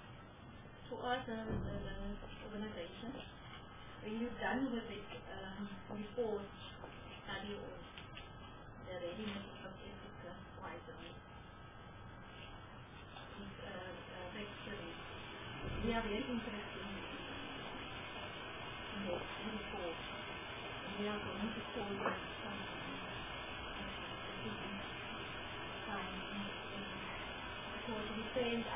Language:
English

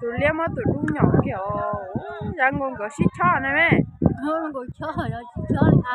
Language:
Hmong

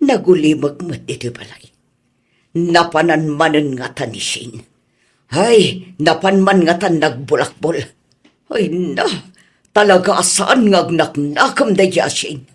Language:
Iloko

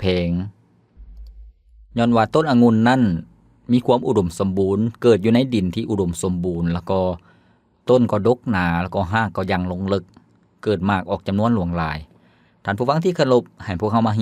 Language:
Lao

